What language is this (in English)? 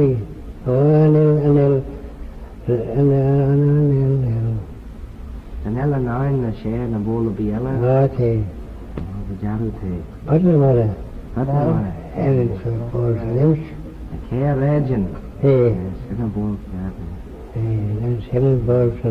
Manx